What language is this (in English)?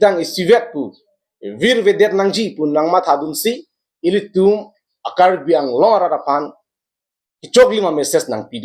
Karbi